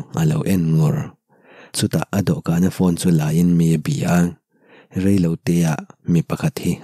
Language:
Mizo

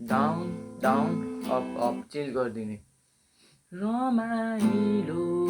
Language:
Nepali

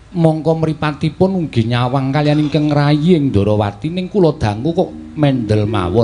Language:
Javanese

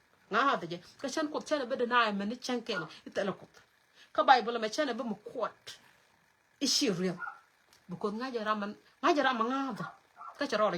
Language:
Nuer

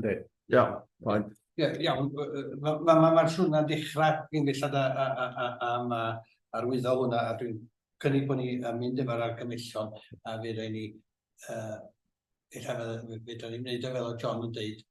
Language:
Welsh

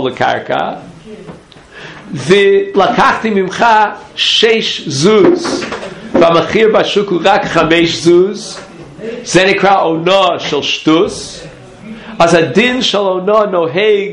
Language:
Hebrew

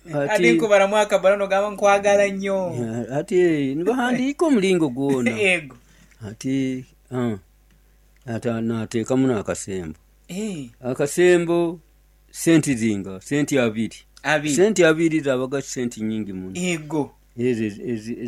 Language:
Nyoro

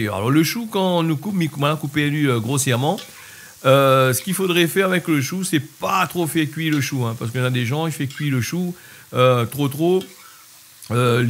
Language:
Réunion Creole French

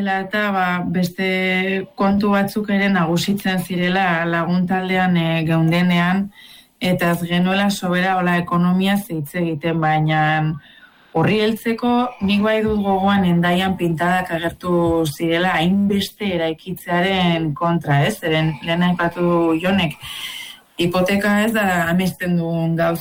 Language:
Basque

